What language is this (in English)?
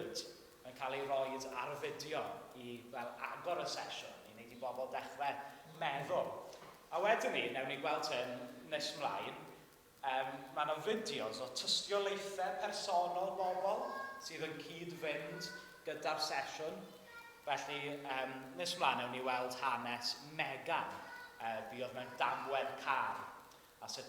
Welsh